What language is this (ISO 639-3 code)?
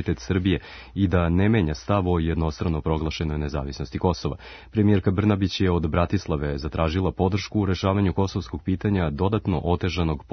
srp